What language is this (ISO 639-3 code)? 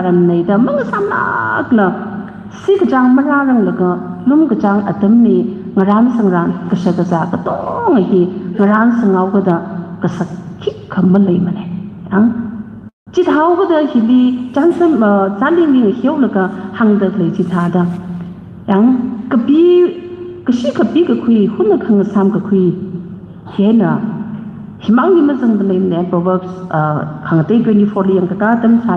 nmf